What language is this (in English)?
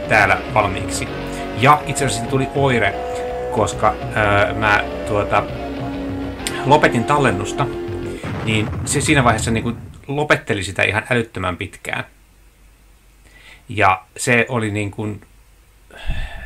Finnish